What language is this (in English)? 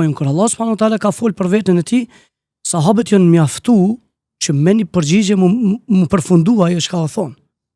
Albanian